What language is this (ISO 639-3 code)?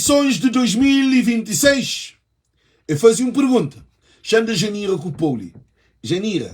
kea